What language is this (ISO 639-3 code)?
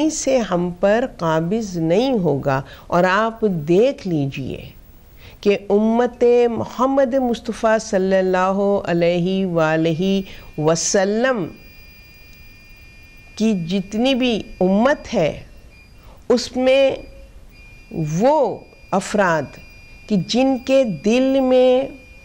urd